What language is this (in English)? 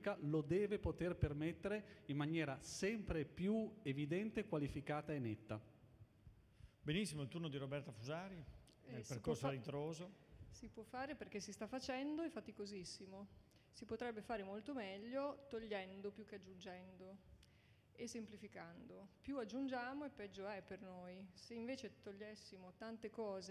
Italian